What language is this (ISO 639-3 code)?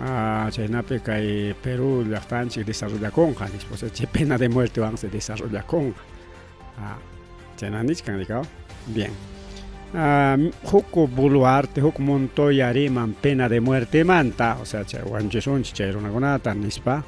quy